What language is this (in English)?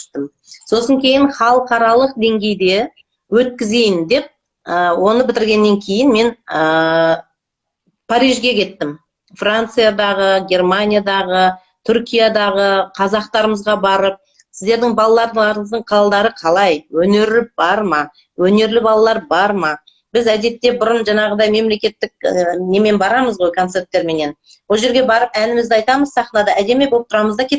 Kazakh